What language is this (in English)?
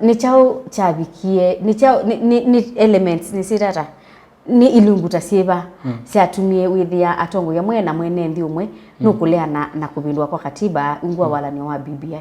Kamba